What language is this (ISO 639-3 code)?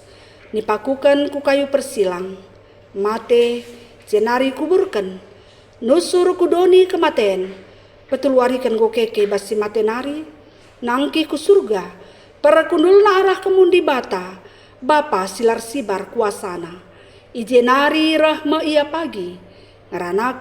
btx